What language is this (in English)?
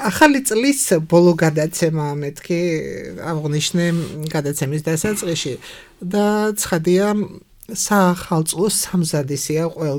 Georgian